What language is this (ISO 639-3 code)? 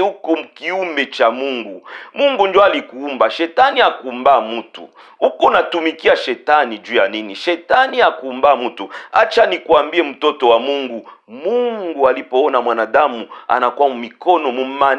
swa